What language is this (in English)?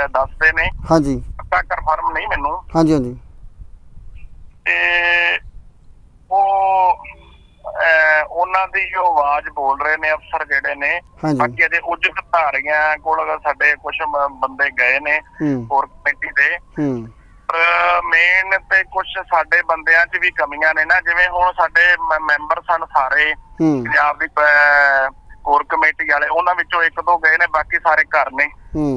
Punjabi